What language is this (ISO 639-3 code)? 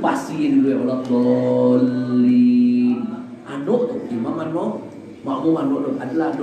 min